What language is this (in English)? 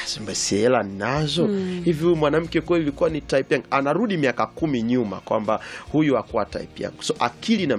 Swahili